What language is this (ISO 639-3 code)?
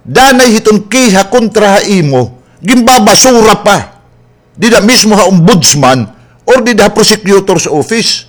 war